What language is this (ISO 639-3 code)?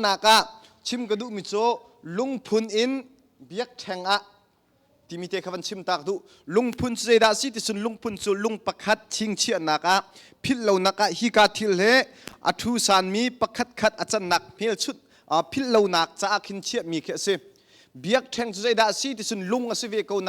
cnh